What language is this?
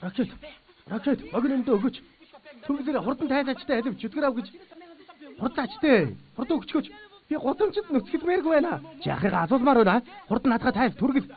Mongolian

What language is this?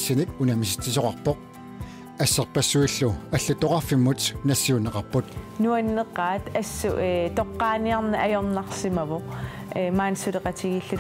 Kalaallisut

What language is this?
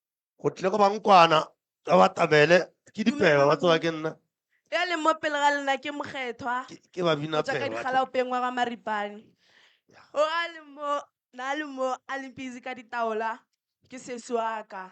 Northern Sotho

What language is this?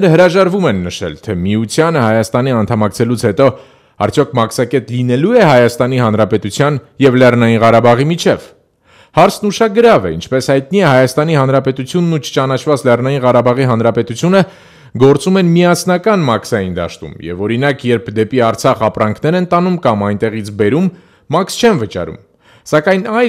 Armenian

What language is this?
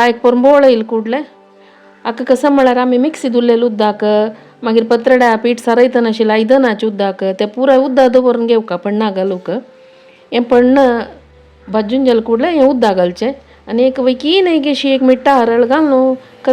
Konkani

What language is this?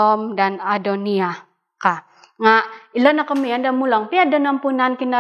Central Dusun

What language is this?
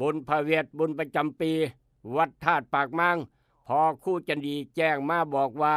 Northeastern Thai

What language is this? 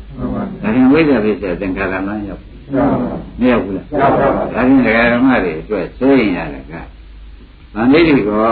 Burmese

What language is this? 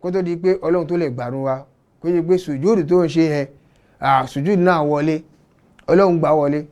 Yoruba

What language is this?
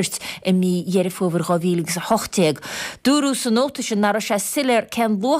Irish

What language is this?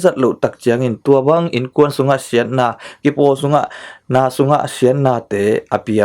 Tedim Chin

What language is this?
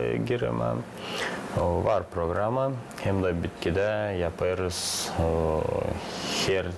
Gagauz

